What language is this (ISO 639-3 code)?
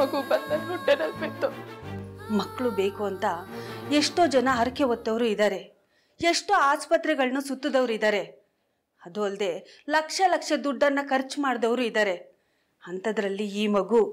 kan